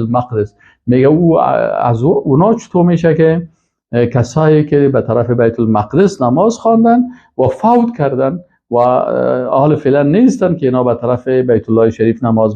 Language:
Persian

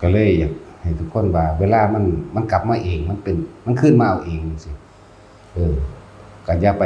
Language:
Northeastern Thai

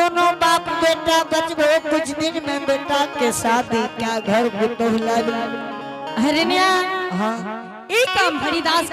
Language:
Angika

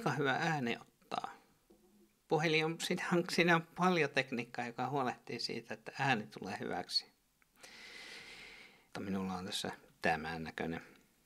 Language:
Finnish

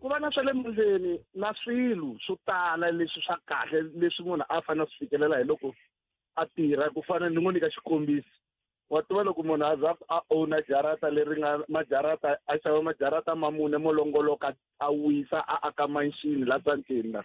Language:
Tsonga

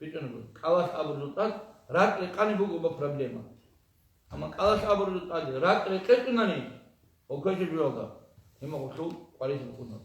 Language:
Avaric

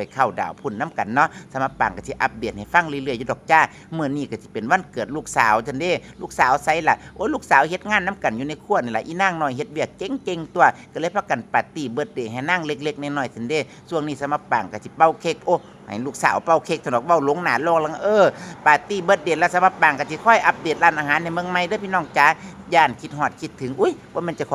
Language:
Northeastern Thai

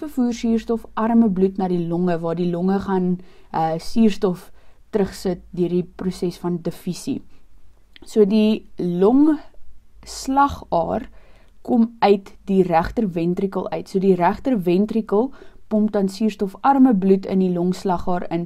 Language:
Afrikaans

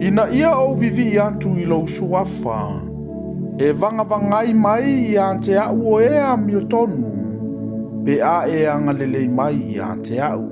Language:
Samoan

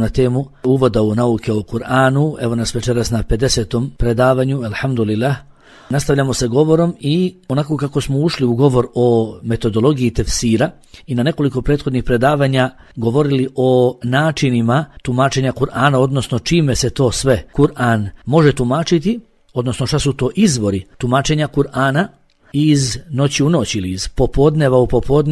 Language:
Bosnian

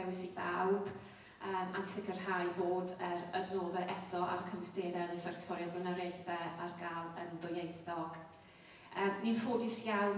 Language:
Welsh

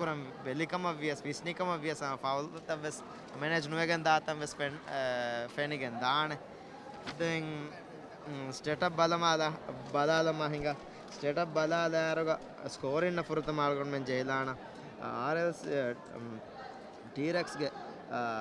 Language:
Divehi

